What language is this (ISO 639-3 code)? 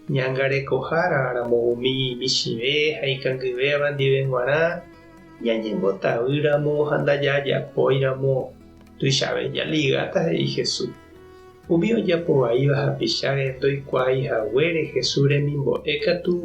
grn